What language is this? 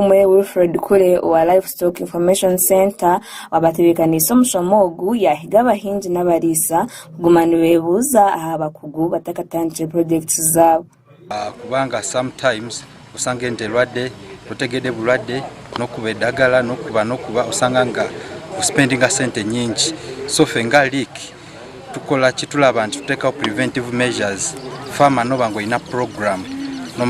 Nyankole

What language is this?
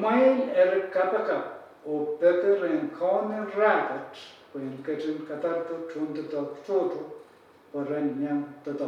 Pohnpeian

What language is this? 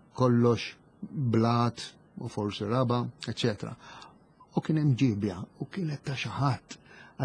Maltese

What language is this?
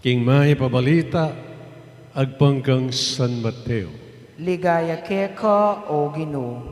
Pampanga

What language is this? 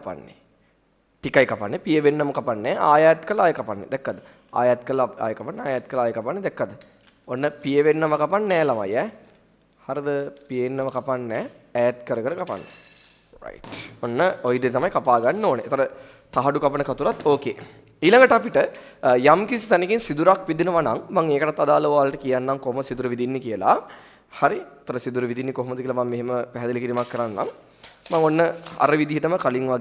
Sinhala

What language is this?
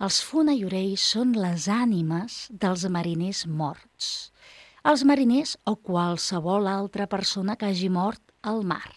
Catalan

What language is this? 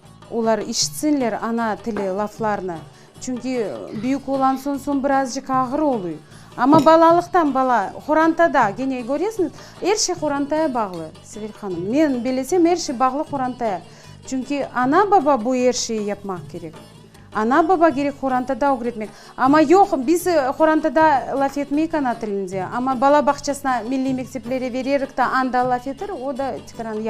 Crimean Tatar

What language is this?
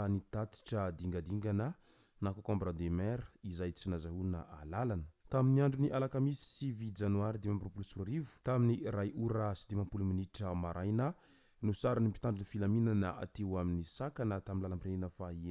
Malagasy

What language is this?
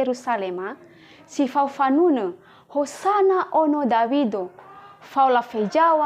Nias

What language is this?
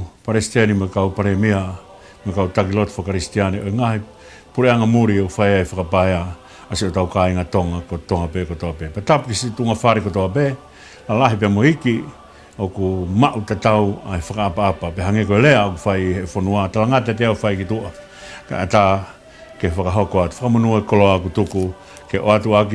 Tongan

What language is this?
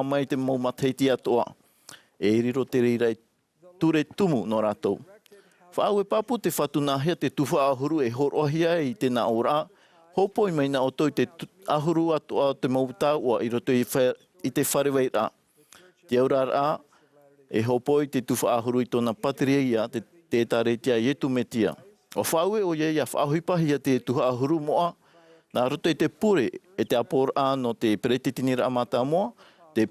Tahitian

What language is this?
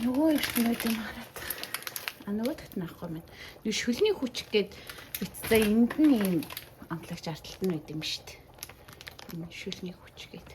Mongolian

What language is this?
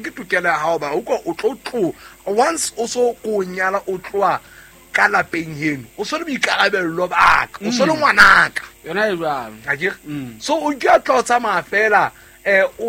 Southern Sotho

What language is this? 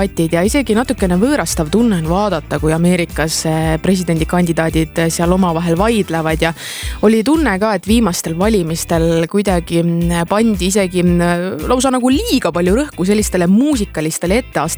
Estonian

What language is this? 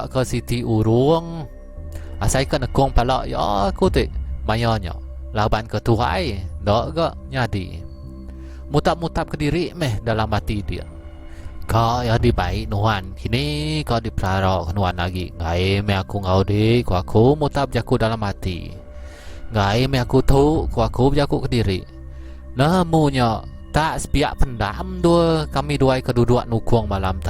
Iban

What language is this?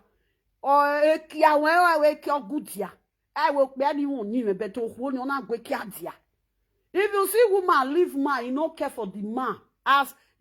Nigerian Pidgin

